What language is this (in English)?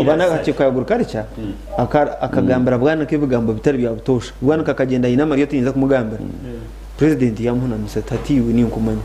Nyankole